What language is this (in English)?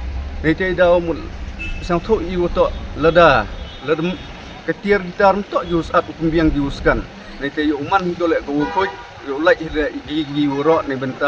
Pnar